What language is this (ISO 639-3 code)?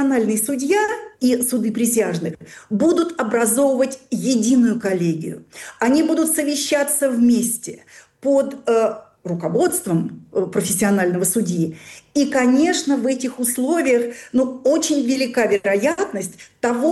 rus